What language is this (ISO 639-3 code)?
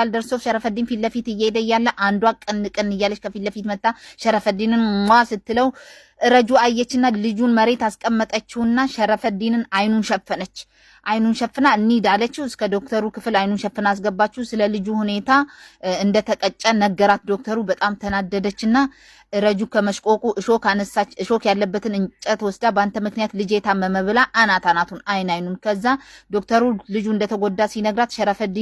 amh